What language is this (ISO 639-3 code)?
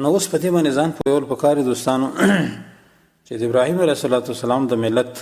pus